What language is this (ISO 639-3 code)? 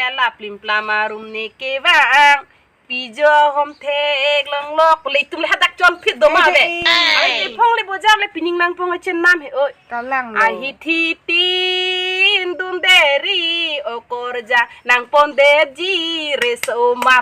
mjw